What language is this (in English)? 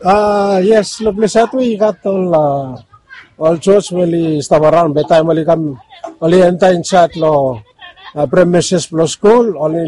Bislama